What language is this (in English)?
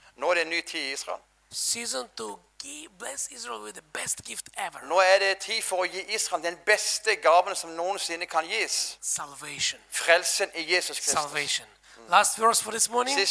Norwegian